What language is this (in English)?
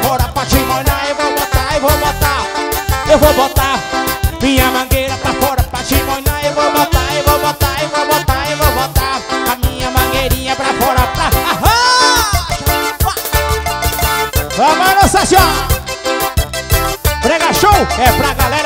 Portuguese